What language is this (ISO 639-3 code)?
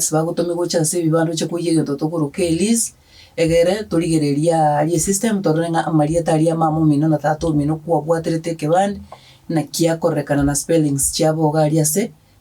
guz